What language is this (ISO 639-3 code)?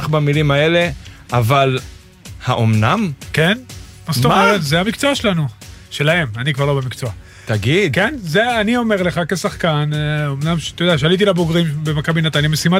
heb